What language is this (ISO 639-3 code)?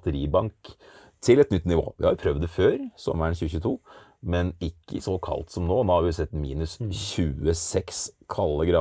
nor